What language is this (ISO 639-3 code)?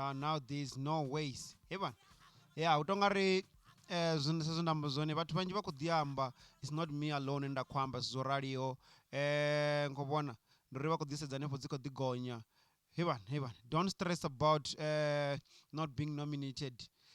ven